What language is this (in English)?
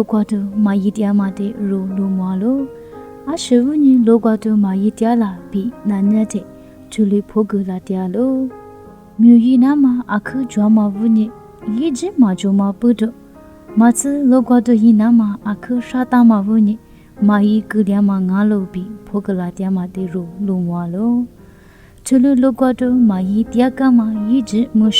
Lisu